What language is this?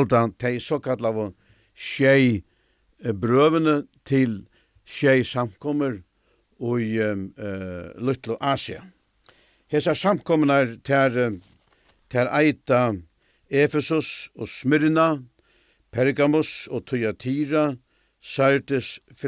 Faroese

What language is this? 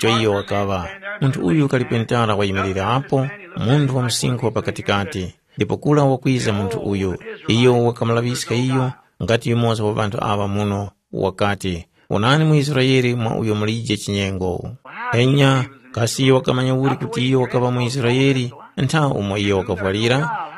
Tumbuka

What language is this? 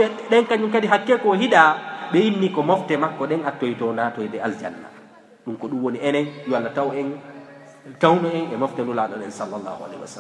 Fula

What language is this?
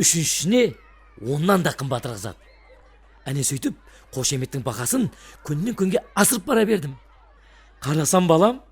Kara-Kalpak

